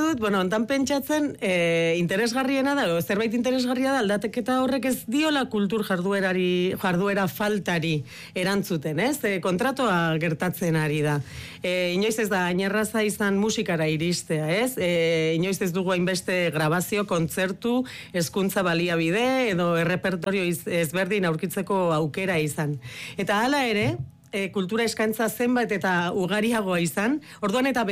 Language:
Basque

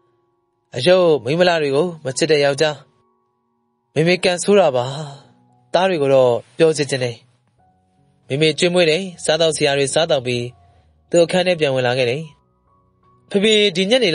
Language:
Burmese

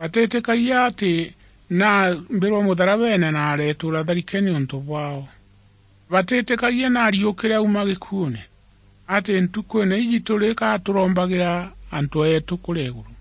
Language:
Meru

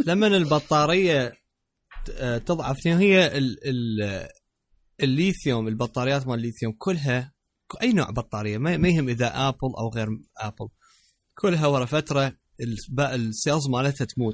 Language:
Mesopotamian Arabic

